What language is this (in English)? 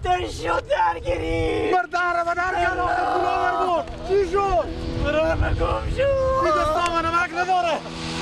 Persian